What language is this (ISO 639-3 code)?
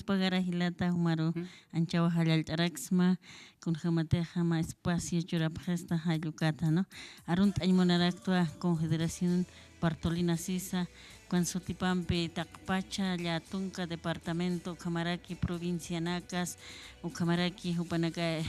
aym